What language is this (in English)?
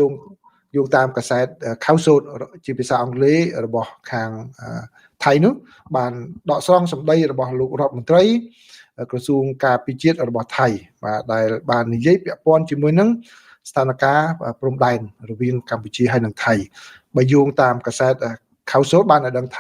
Khmer